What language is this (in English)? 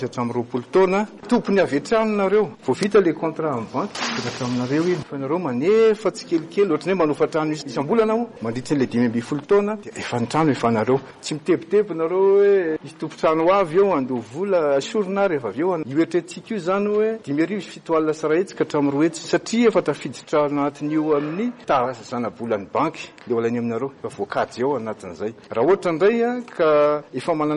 Malagasy